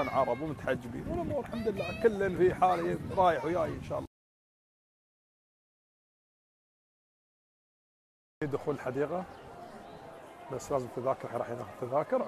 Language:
Gulf Arabic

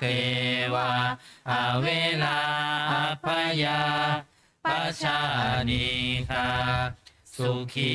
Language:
Pali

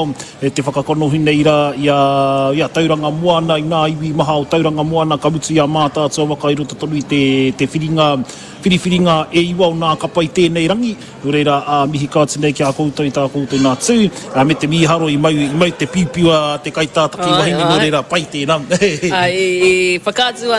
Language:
Māori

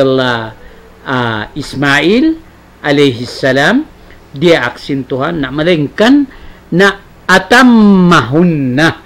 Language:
Tausug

